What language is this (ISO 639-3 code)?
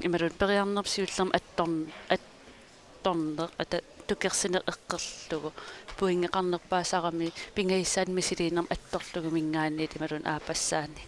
kal